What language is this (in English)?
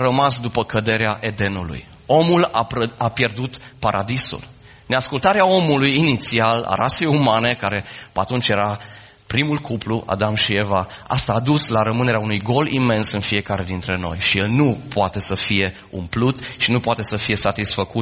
Romanian